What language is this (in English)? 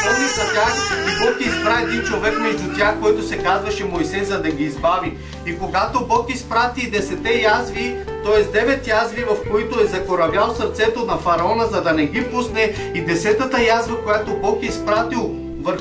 Bulgarian